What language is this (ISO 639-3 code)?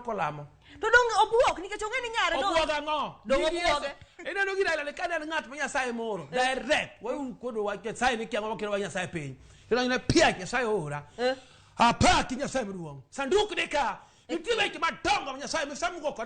luo